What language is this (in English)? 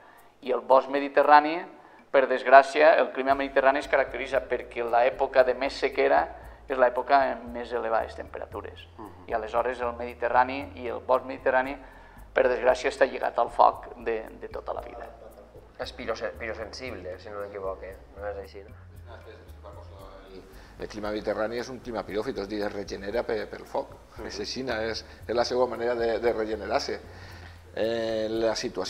Catalan